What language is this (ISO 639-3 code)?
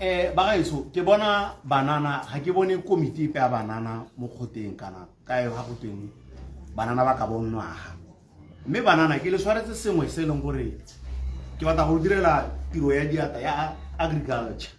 tsn